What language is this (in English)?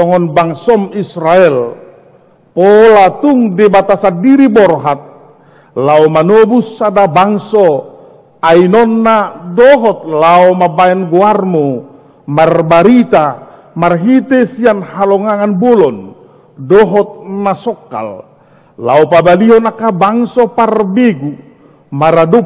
Batak Toba